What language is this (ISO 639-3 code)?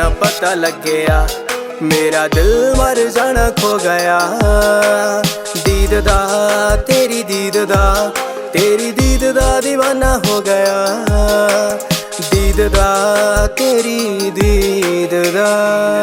pan